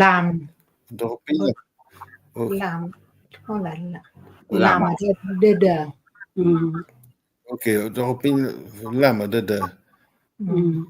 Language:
Acoli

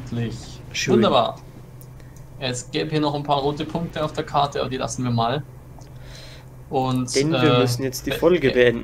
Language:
German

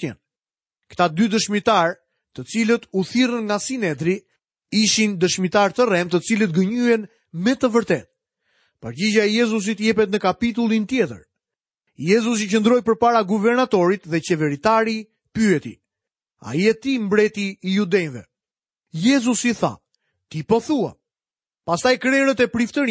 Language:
Albanian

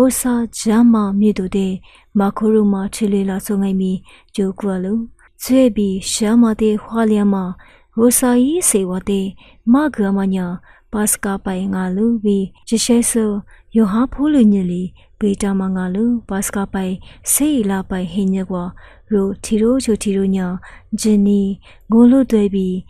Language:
Lisu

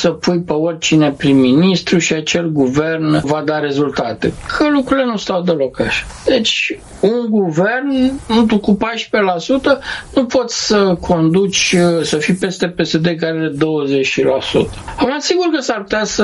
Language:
Romanian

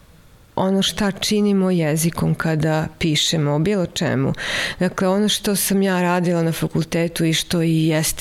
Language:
Serbian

